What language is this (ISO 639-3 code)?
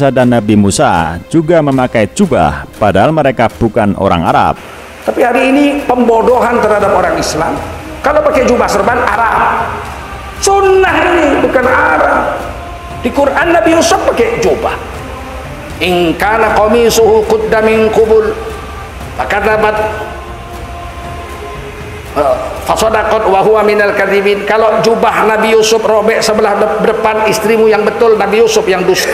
ind